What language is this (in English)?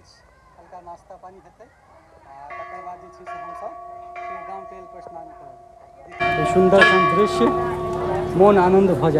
Maithili